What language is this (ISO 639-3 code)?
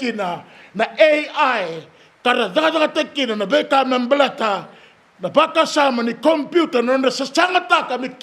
fij